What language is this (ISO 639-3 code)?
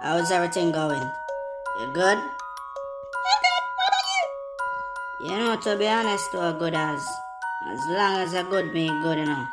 jam